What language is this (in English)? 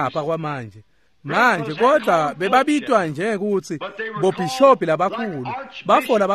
Swati